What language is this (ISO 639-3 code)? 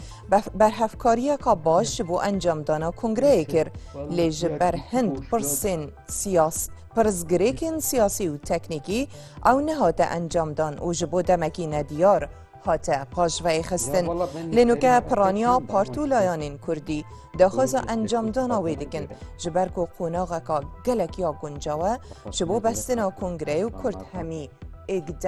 kur